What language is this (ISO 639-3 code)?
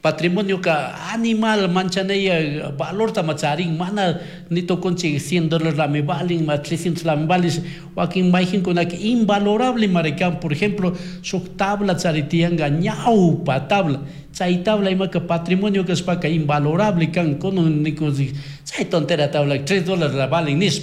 qug